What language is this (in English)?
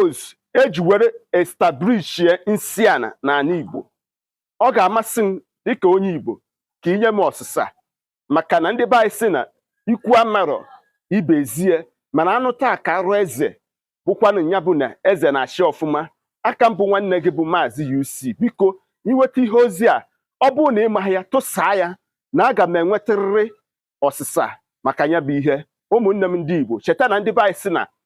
Igbo